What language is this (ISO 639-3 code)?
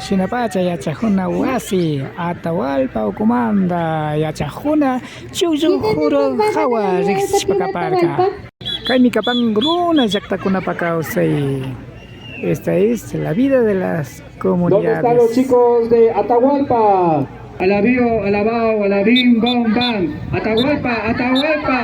qvi